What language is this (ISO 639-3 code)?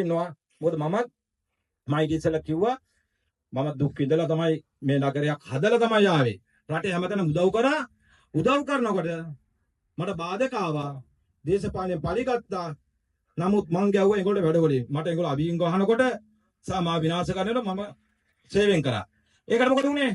sin